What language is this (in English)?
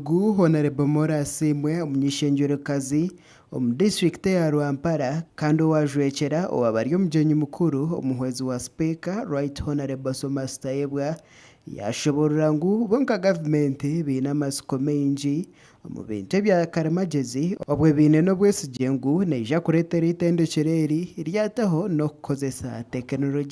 Nyankole